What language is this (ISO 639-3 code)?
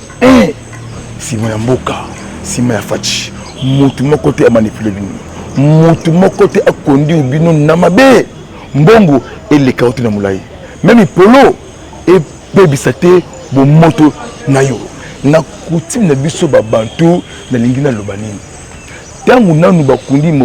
lin